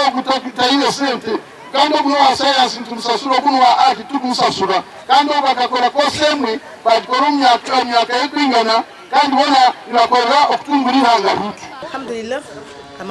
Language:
Nyankole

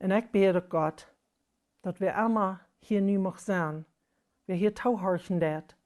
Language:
Plautdietsch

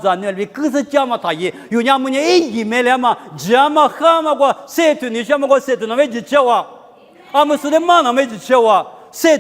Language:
Lisu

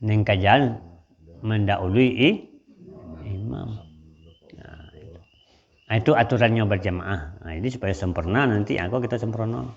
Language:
Minangkabau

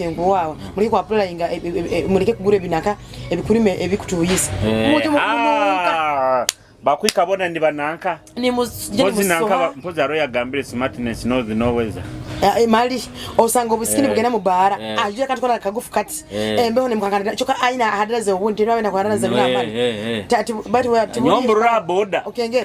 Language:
Nyoro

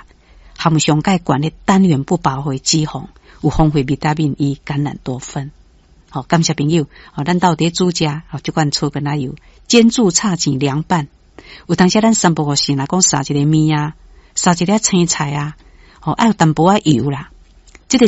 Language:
Min Nan Chinese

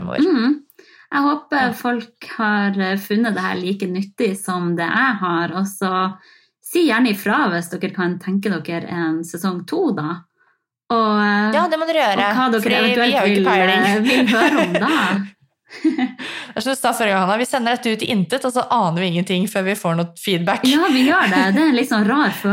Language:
Norwegian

